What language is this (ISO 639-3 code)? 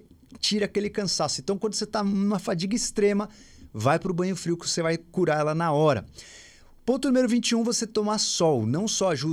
por